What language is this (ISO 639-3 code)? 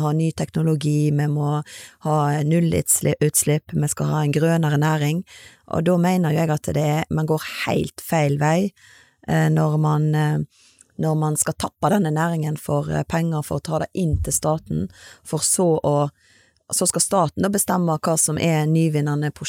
nor